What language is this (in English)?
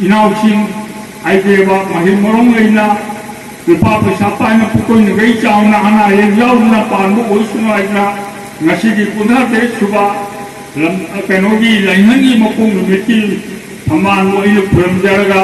Manipuri